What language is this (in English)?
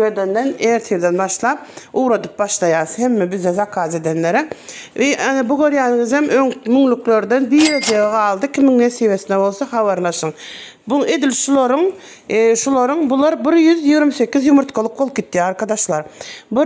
Turkmen